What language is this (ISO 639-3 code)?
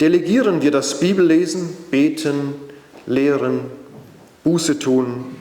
gsw